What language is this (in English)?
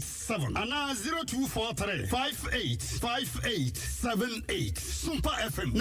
Akan